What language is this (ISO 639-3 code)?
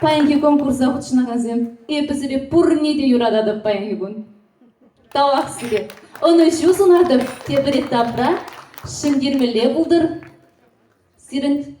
chv